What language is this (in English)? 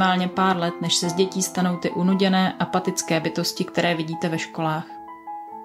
Czech